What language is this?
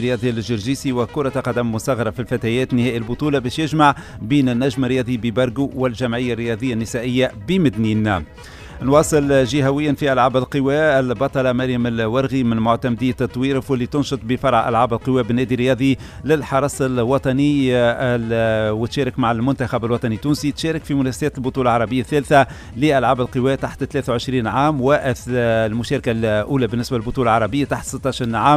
Tunisian Arabic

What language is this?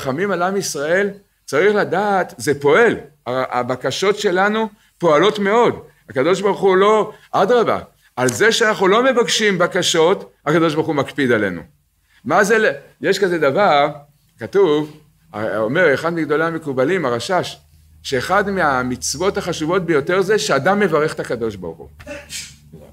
Hebrew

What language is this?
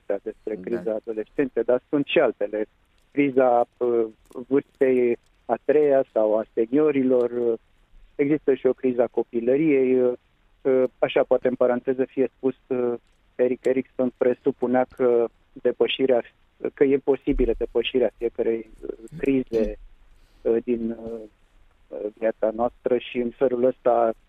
Romanian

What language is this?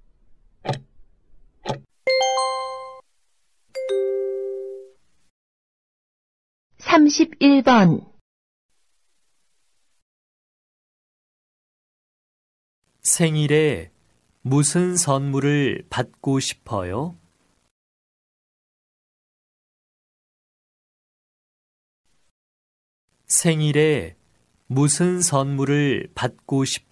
Korean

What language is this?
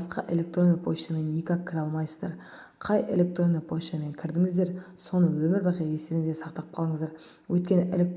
Kazakh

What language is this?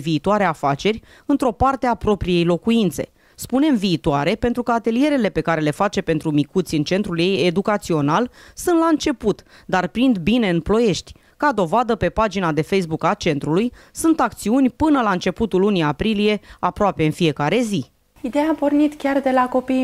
Romanian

